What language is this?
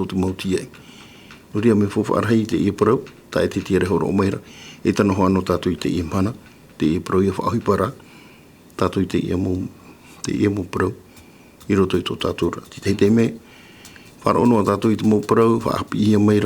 Tahitian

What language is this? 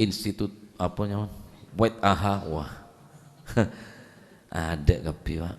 Madurese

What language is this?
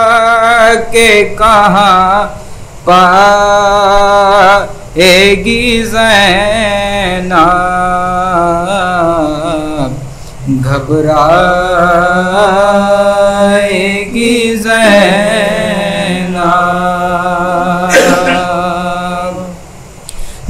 Urdu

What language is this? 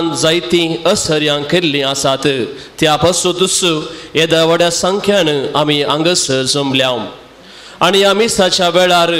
Konkani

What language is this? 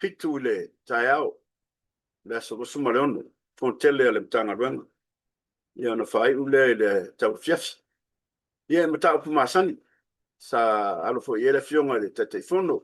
Samoan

